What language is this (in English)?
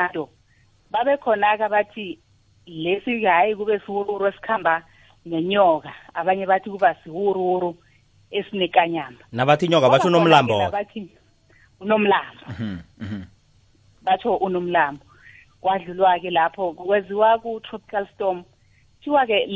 South Ndebele